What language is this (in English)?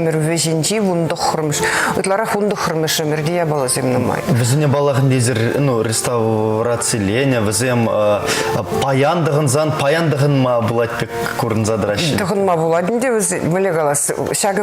Chuvash